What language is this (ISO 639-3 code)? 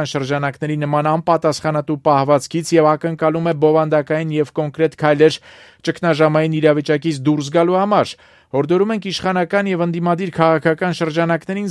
hye